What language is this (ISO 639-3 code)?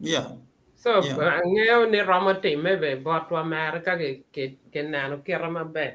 ach